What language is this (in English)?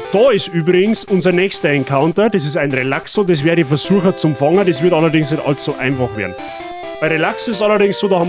Bavarian